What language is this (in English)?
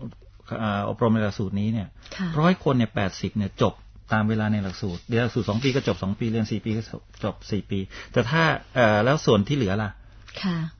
Thai